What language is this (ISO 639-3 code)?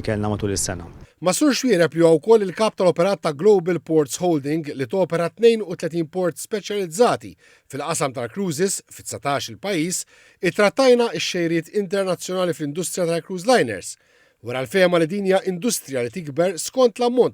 mlt